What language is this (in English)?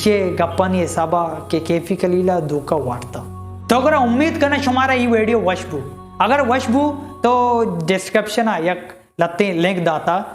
Baluchi